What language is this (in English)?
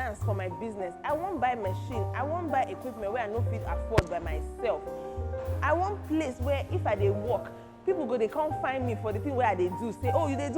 Nigerian Pidgin